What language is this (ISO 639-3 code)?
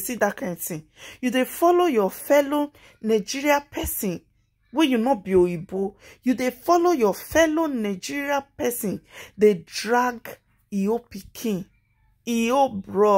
pcm